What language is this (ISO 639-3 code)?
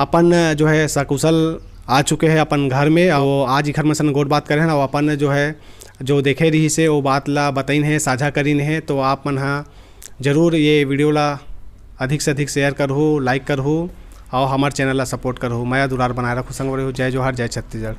hne